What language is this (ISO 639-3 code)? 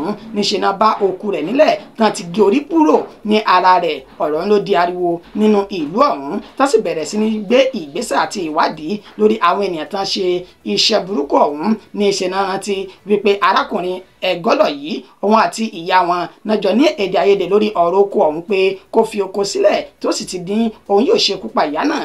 yor